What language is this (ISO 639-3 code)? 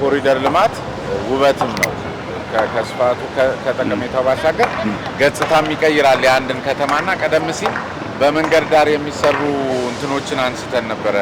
amh